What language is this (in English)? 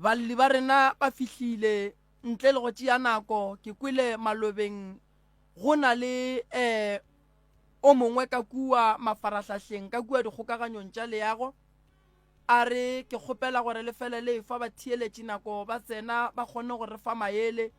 Northern Sotho